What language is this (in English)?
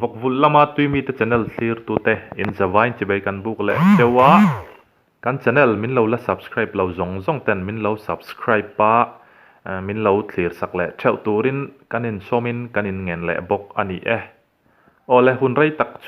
Mizo